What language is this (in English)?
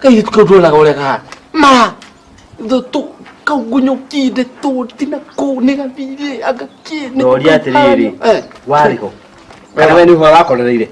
Kikuyu